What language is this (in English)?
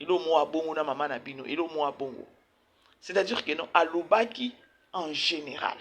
Lingala